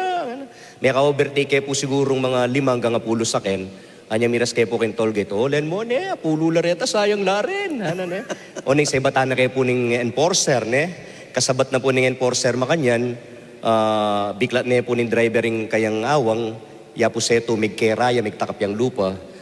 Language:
Pampanga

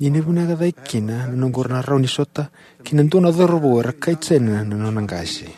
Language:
Fijian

